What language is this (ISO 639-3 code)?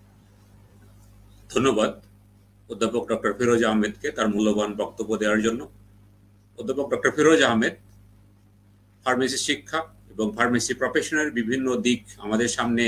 ben